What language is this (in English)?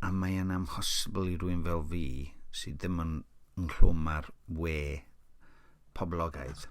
Welsh